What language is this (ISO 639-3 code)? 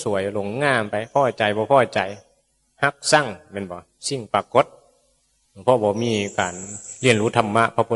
tts